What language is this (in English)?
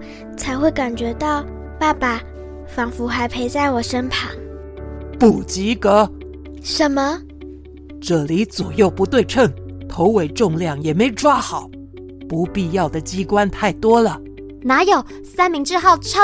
Chinese